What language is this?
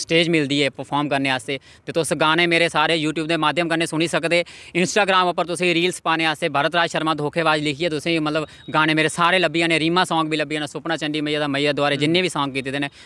Dogri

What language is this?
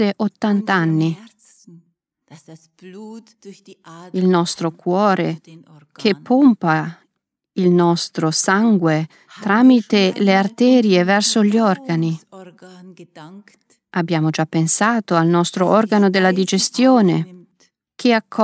Italian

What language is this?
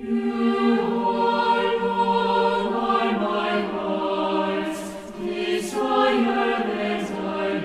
Aymara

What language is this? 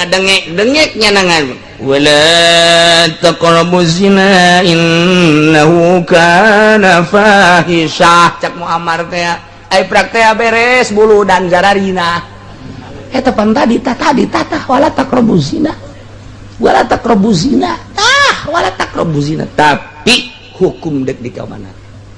Sundanese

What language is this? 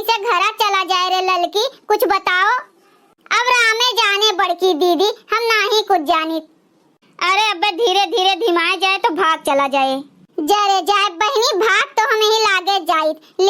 Awadhi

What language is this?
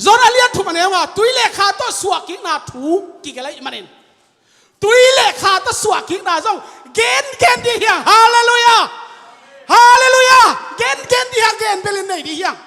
Tedim Chin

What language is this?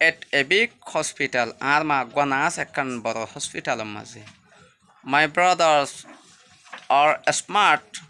Rohingya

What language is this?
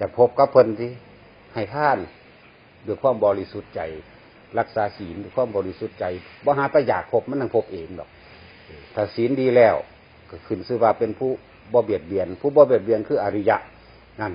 Northeastern Thai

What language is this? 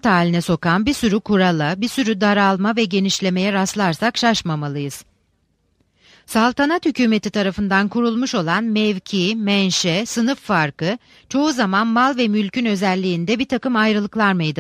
Turkish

